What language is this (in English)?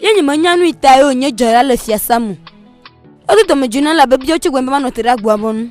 Ewe